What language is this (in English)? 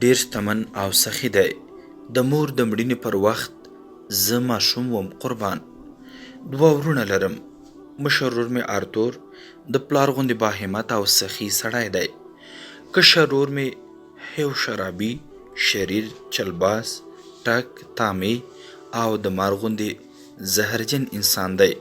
Pashto